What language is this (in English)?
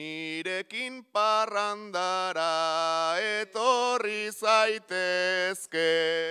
Basque